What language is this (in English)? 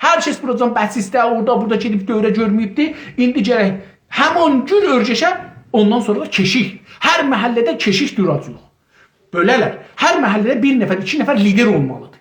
South Azerbaijani